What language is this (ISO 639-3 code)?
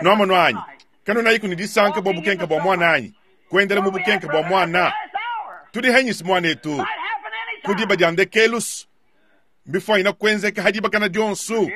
lua